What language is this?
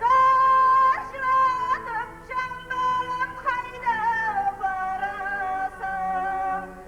Kara-Kalpak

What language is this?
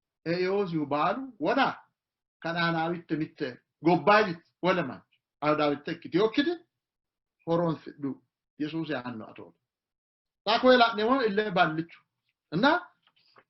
Sidamo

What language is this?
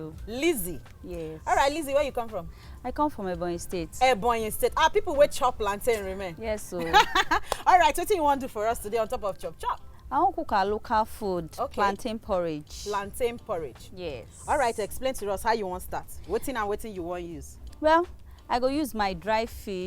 Nigerian Pidgin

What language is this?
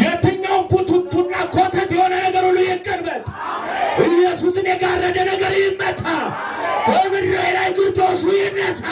Amharic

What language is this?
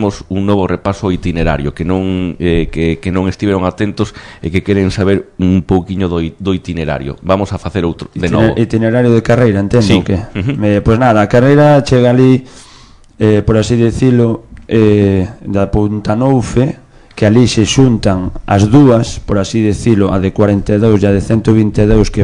Galician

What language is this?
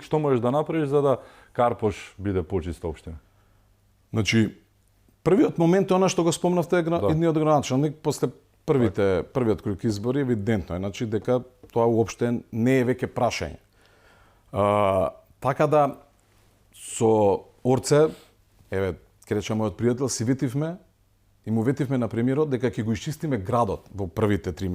Macedonian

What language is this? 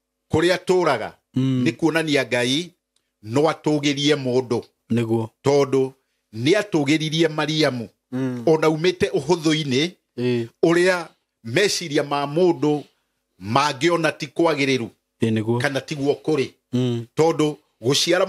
Kikuyu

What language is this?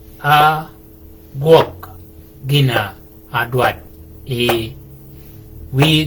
Shilluk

